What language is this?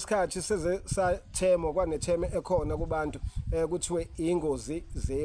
Zulu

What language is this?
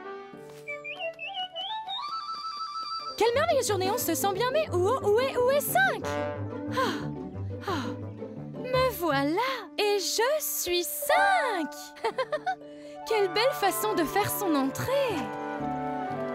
French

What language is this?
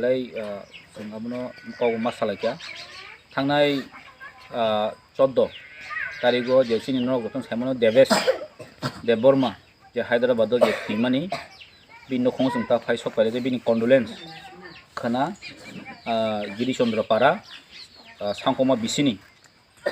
Kok Borok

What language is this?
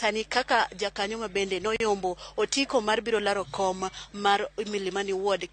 Luo (Kenya and Tanzania)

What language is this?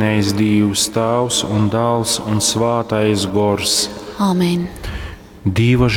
Latgalian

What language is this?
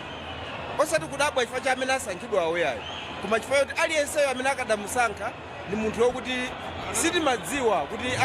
Nyanja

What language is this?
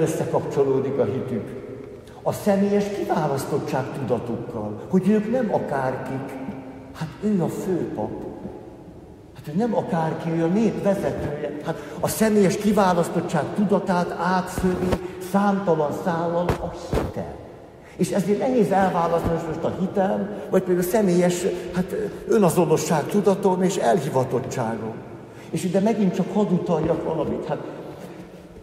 Hungarian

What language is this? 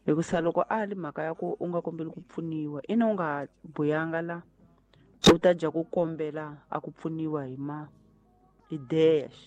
Tsonga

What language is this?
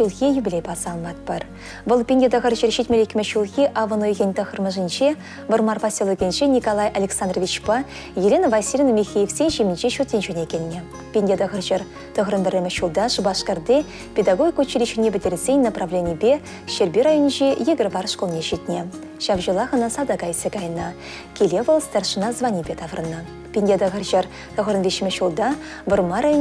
Chuvash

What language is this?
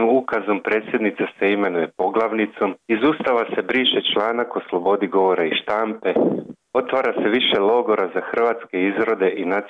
Croatian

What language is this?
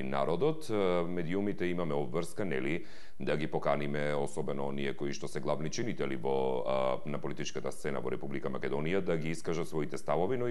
Macedonian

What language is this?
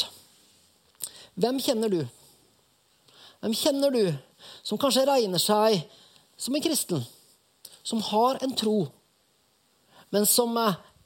Norwegian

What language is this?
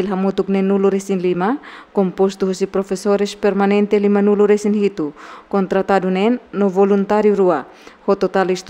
Tetum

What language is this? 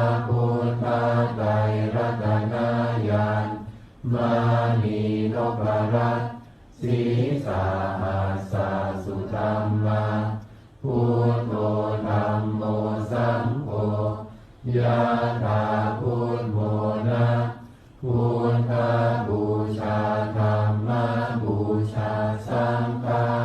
Pali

